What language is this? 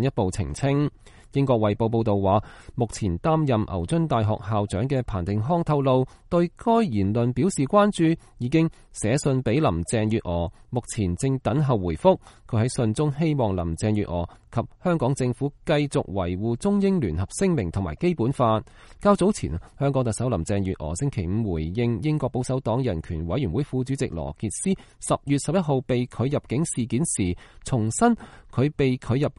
Cantonese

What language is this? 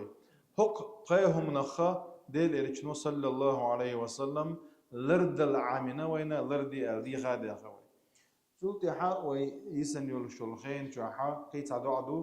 Chechen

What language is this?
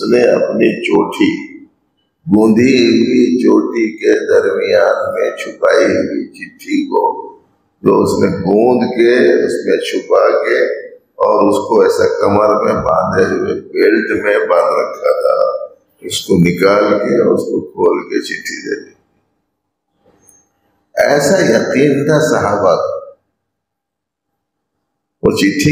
Urdu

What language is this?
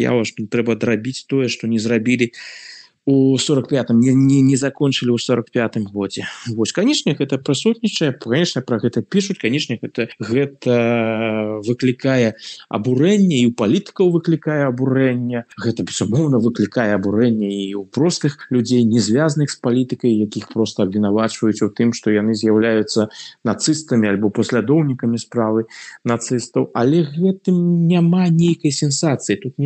Belarusian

